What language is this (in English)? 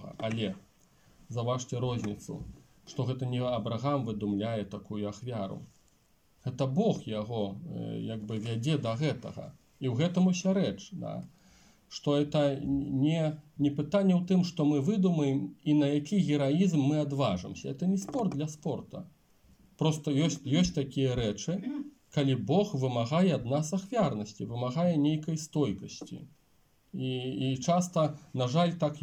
Belarusian